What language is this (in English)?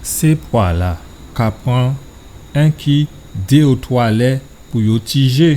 Guadeloupean Creole French